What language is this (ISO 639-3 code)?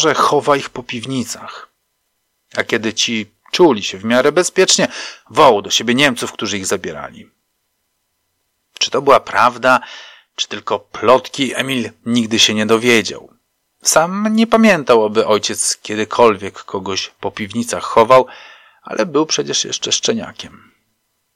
pol